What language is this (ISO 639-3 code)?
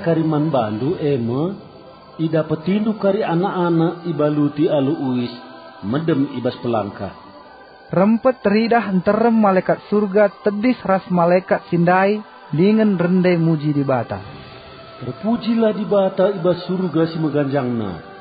btx